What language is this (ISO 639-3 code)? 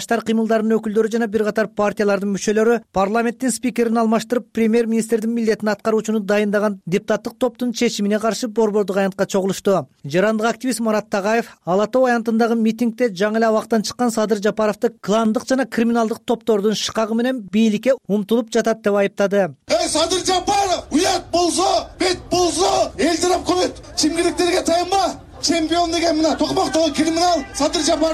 kir